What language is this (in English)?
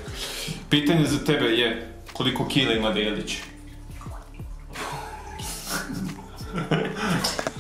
Croatian